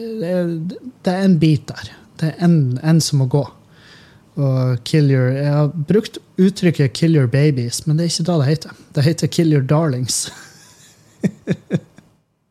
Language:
Norwegian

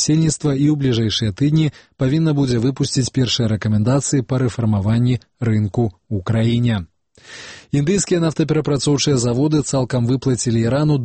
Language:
Belarusian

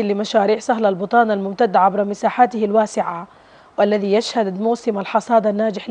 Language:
Arabic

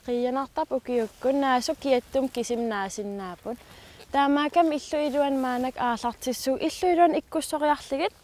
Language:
Kalaallisut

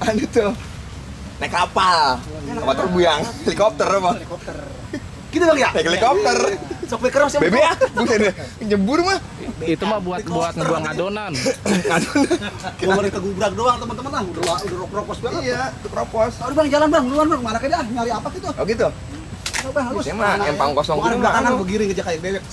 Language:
Betawi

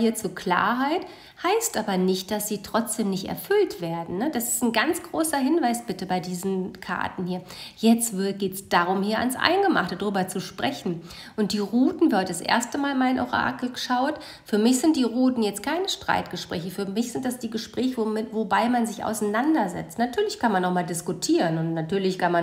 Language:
German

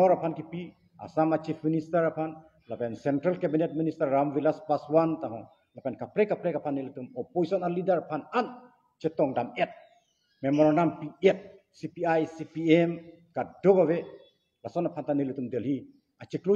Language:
Karbi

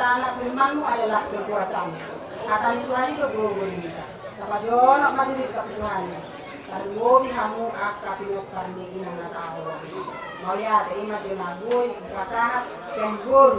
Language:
Batak Toba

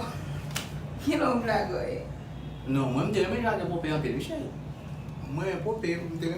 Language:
Haitian Creole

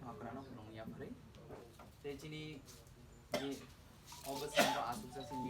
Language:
Kok Borok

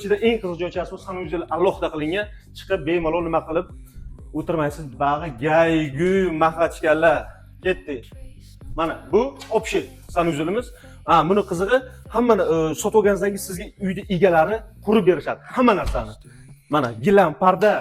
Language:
Uzbek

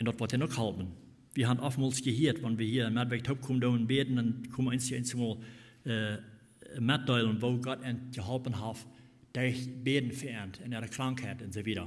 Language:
Plautdietsch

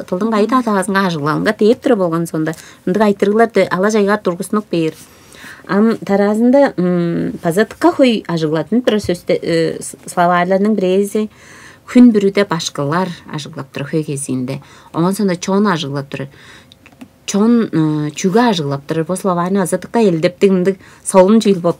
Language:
Tuvinian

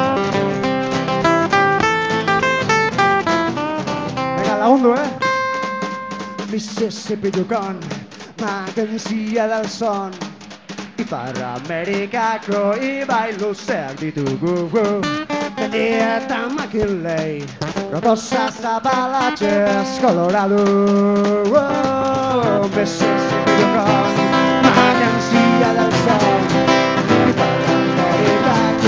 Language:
Basque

